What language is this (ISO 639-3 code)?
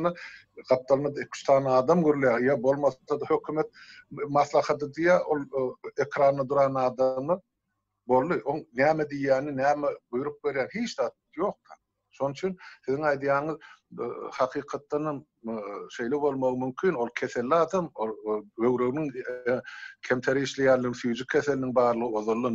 tuk